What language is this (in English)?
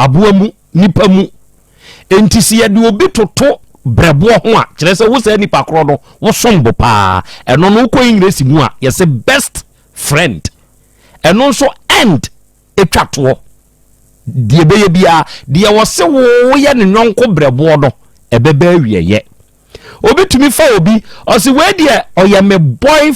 Akan